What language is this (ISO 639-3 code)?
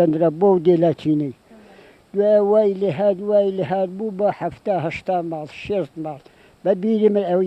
ckb